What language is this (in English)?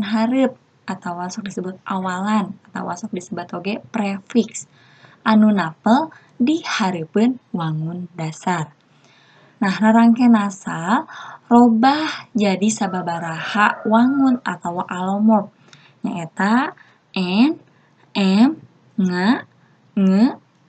Sundanese